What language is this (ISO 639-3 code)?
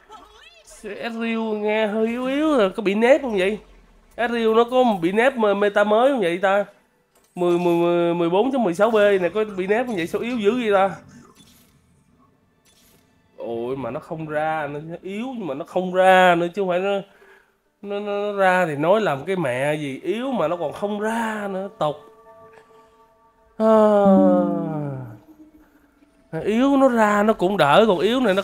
vie